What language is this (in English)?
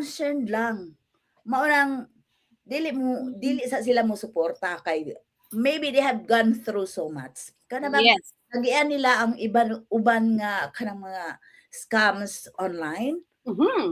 Cebuano